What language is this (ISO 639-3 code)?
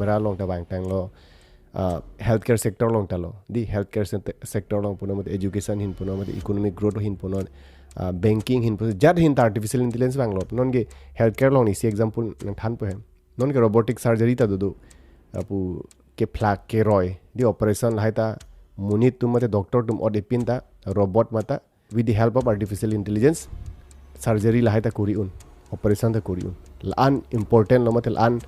mjw